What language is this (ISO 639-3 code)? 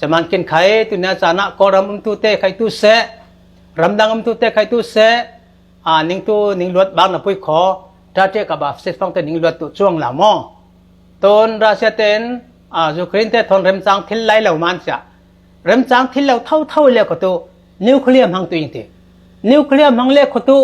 cfm